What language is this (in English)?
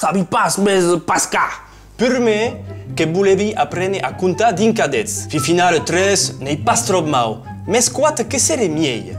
Occitan